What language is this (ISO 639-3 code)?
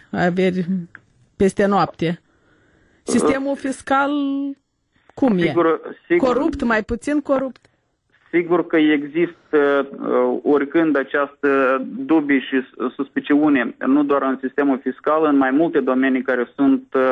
ron